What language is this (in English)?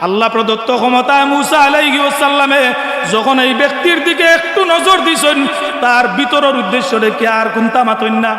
Sylheti